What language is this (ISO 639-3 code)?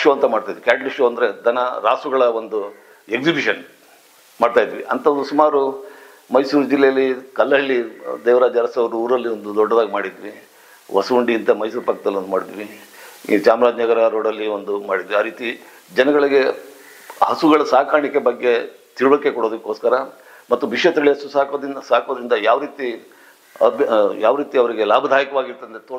kan